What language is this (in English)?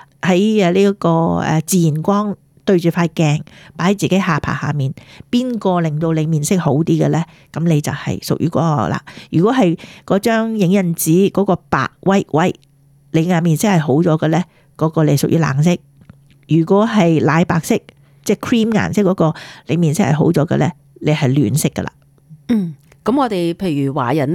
Cantonese